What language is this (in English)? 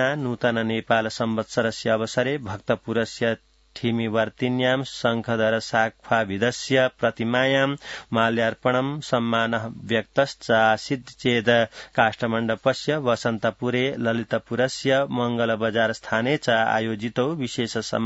Sanskrit